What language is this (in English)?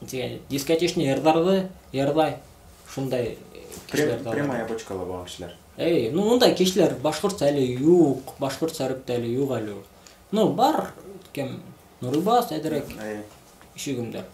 Bashkir